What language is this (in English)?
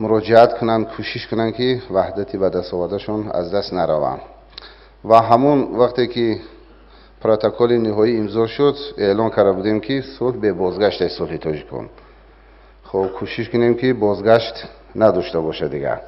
Tajik